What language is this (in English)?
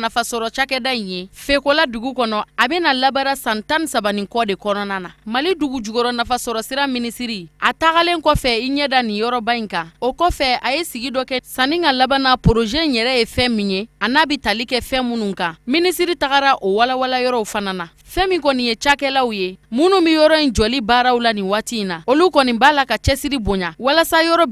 Bambara